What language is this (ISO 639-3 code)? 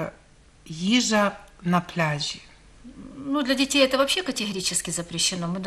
ukr